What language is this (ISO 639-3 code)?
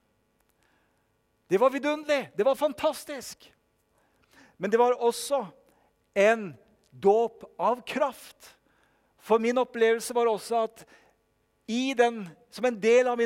nor